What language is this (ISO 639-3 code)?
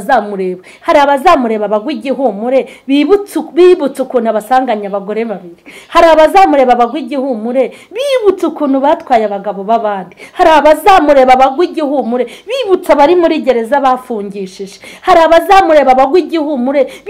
kin